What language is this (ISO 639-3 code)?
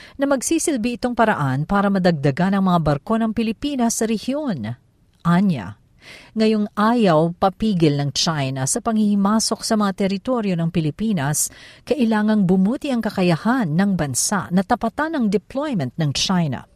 fil